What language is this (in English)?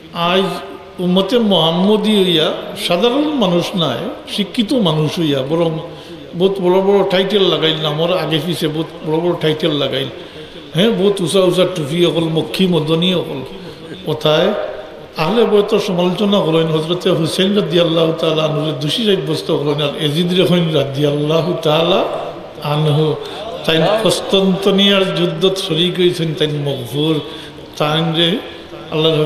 Sylheti